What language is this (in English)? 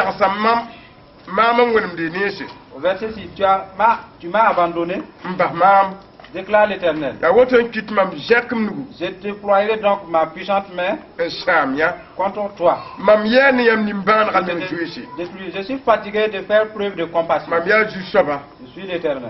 Mossi